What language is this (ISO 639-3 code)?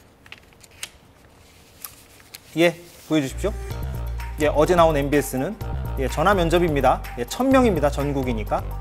kor